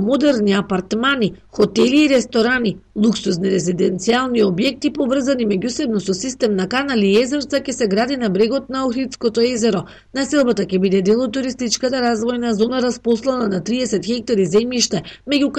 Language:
Macedonian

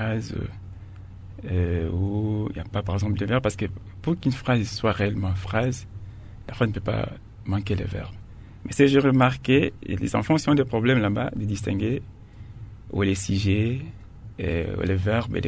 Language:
French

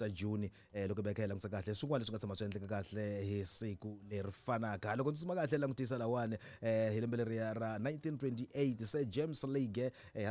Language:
Tsonga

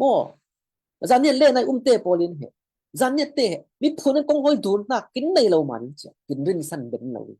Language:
Falam Chin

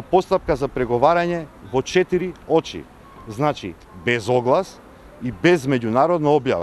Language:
Macedonian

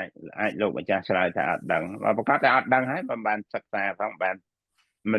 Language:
Khmer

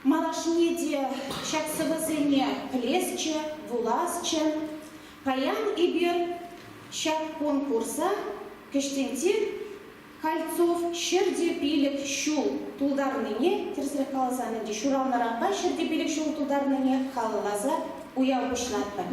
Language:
Chuvash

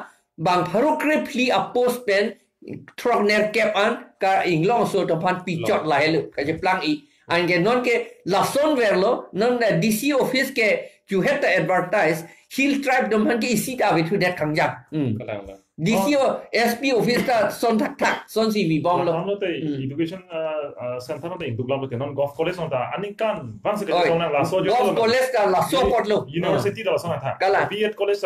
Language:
Karbi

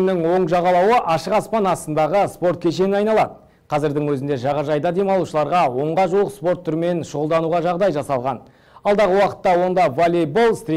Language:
Kazakh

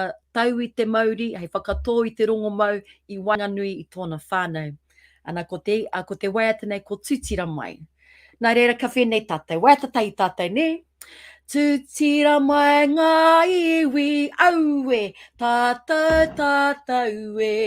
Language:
Māori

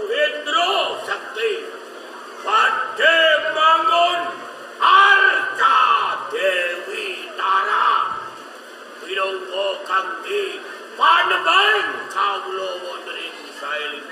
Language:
Javanese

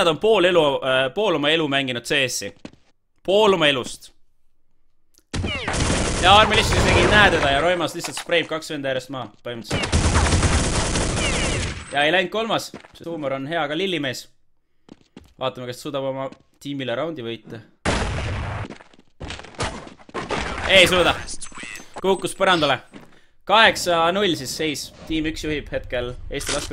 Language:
Estonian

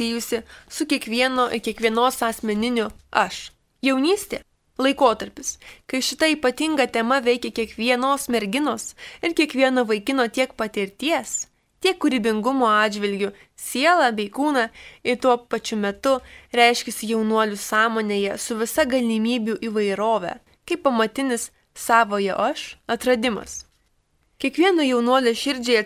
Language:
Lithuanian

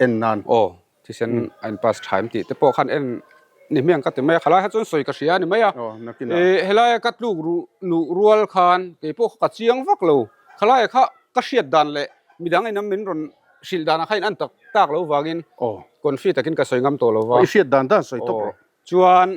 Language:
Mizo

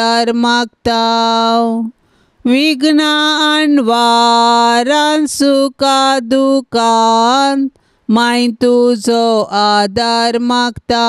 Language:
Konkani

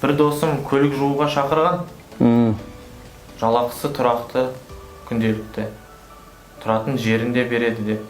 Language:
Kazakh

